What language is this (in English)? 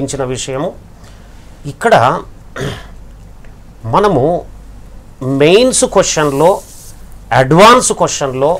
Telugu